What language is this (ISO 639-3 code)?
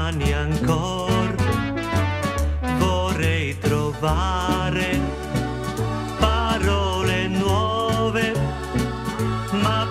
ita